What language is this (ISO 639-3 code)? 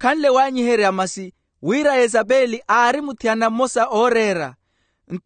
vmw